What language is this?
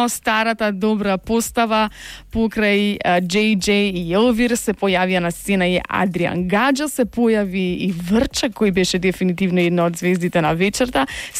Macedonian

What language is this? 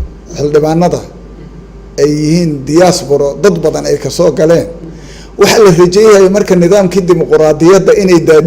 Somali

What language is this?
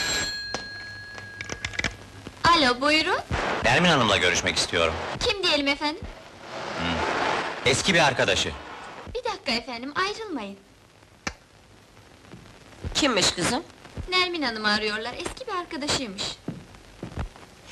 Turkish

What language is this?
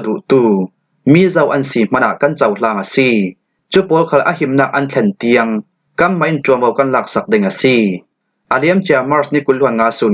Falam Chin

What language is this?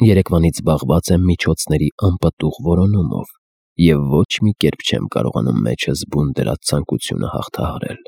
Armenian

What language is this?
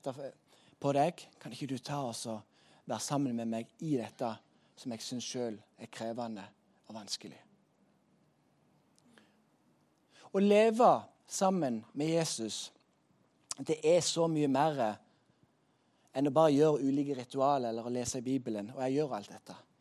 Norwegian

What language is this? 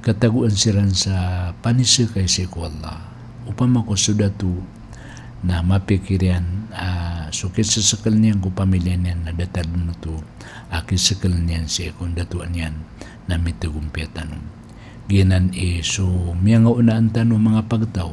Maranao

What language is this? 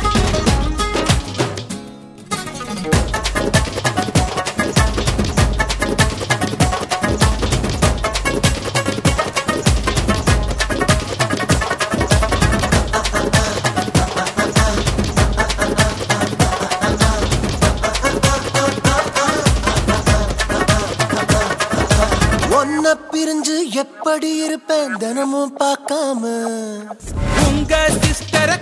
Tamil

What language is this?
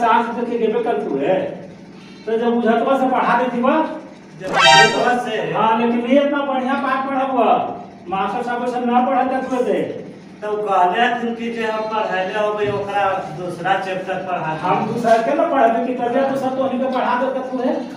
Magahi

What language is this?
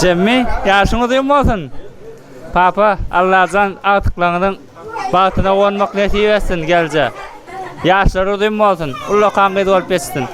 Turkmen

